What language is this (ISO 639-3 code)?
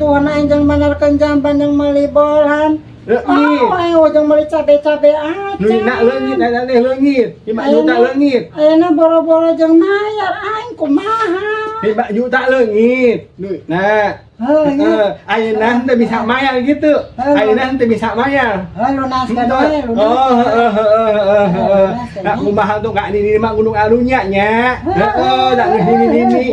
sun